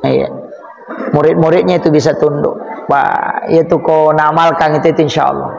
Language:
Buginese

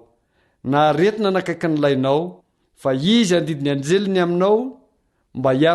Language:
Malagasy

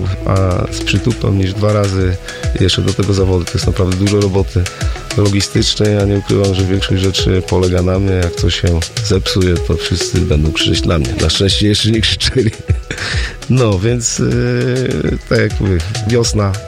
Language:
Polish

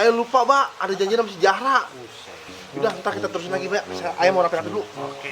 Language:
Betawi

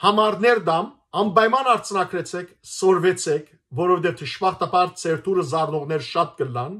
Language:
Western Armenian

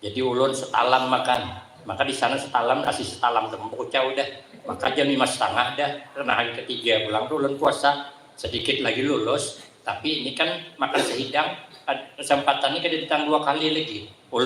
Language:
Banjar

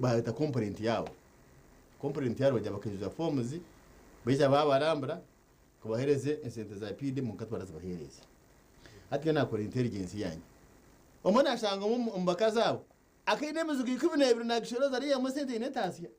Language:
Nyankole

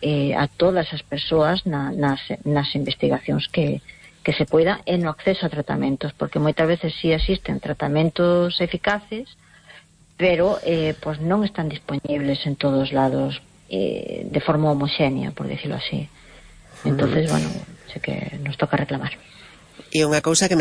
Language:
Galician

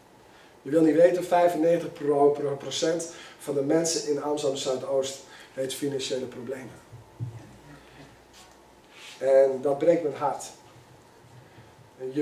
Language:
Dutch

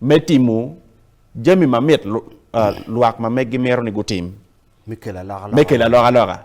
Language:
Acoli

